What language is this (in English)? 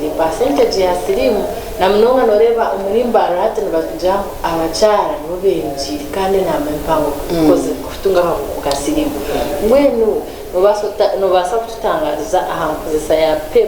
Nyankole